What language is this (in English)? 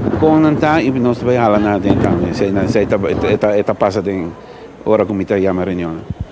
Papiamento